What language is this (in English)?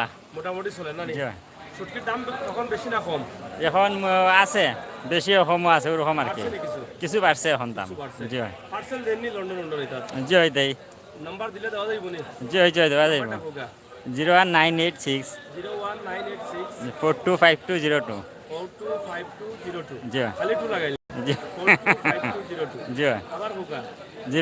Sylheti